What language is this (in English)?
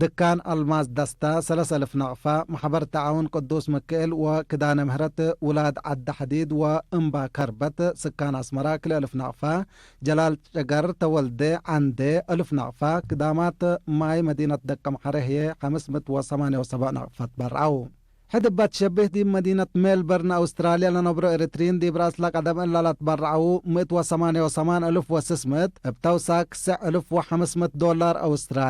Tigre